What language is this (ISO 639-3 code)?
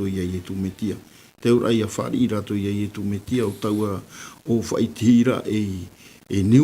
tah